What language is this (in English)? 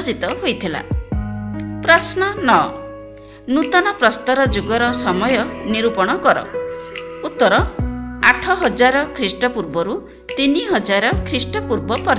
Odia